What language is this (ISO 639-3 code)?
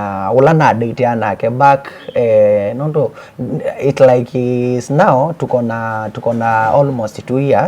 kam